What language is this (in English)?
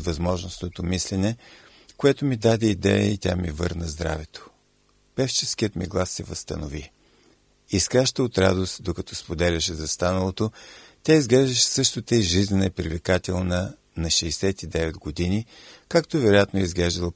Bulgarian